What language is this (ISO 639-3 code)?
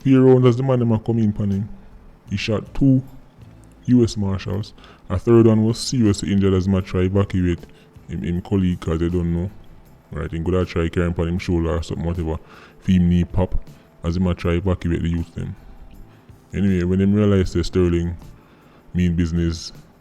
jam